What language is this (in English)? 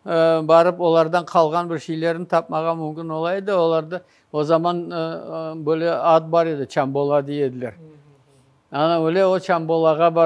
Crimean Tatar